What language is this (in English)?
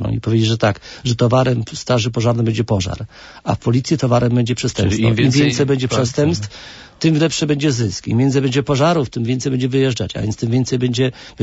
Polish